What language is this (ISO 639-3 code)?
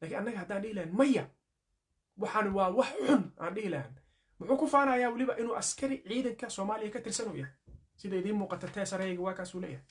som